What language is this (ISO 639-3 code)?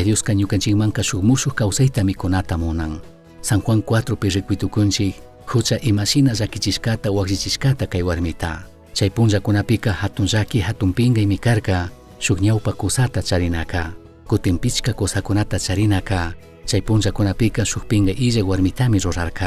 qug